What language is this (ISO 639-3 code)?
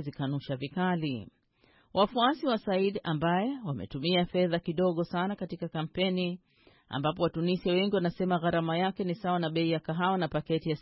swa